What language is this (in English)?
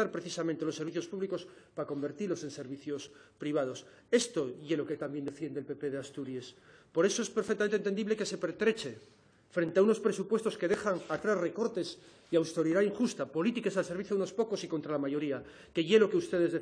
Asturian